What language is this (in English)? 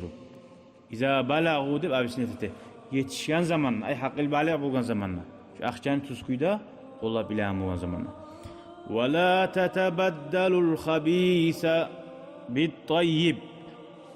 Kumyk